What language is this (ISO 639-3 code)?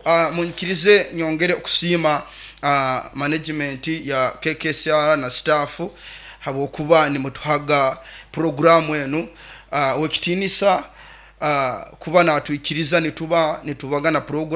nyo